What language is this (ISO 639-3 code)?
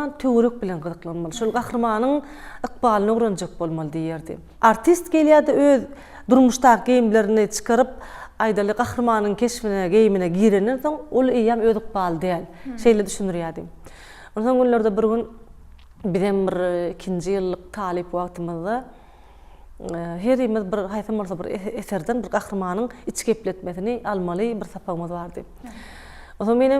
tuk